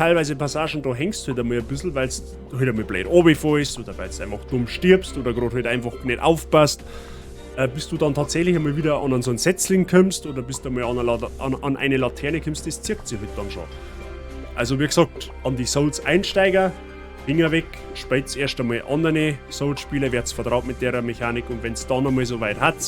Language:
Bavarian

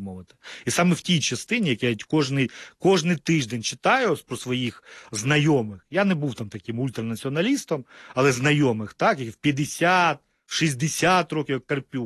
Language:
Ukrainian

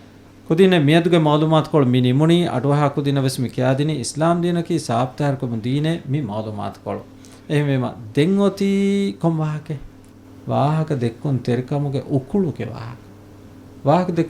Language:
Divehi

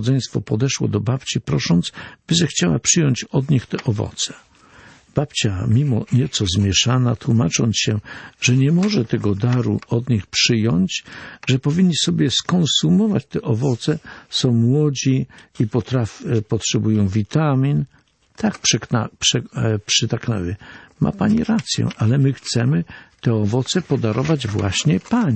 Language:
Polish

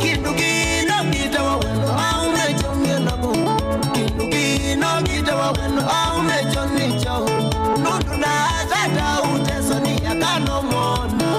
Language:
Kamba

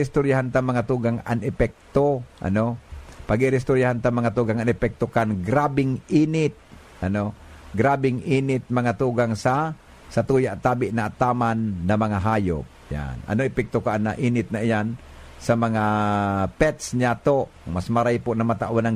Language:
Bikol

